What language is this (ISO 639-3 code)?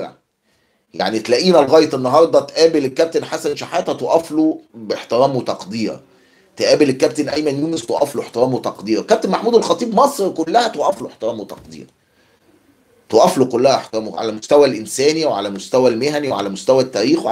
arz